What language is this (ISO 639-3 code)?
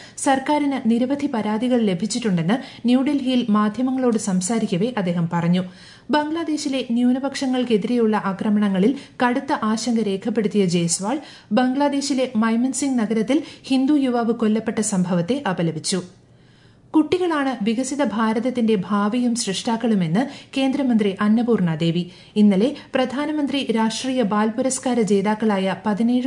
mal